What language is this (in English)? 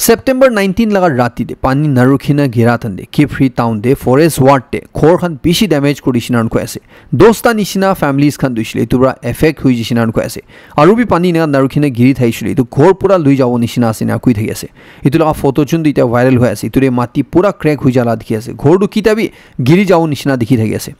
Naga Pidgin